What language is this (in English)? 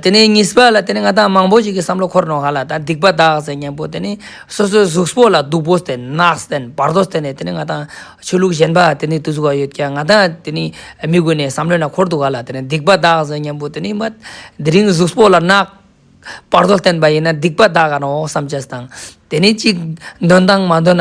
Ladakhi